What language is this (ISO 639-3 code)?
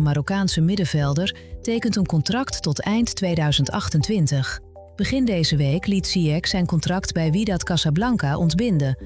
nld